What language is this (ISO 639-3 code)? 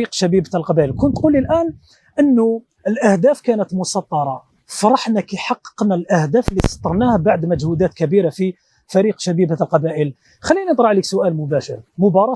arq